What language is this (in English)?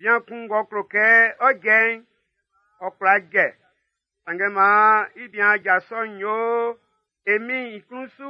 Baoulé